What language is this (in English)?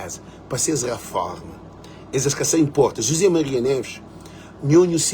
Kabuverdianu